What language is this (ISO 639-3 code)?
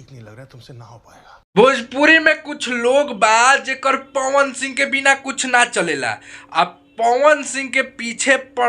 bho